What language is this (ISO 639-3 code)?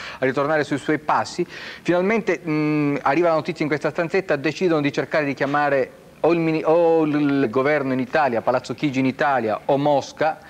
ita